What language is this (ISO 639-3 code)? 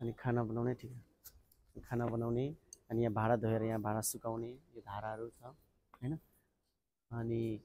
nep